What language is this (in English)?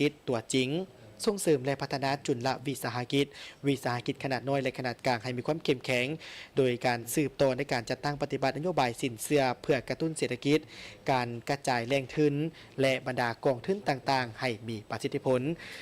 Lao